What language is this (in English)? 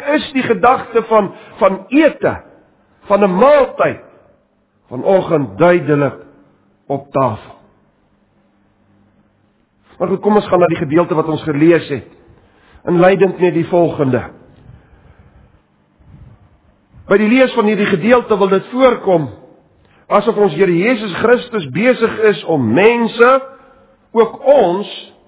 Afrikaans